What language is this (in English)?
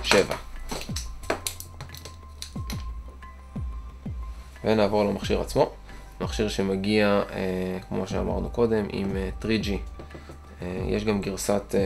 Hebrew